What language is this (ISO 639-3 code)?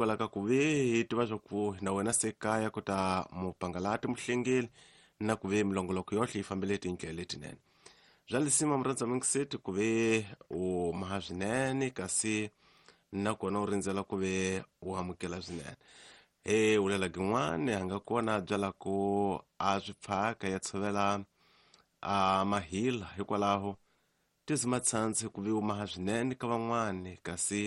tso